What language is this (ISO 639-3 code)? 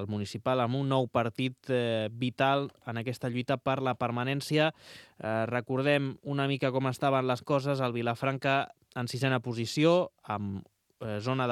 cat